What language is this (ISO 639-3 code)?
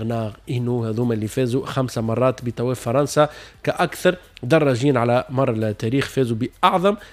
aeb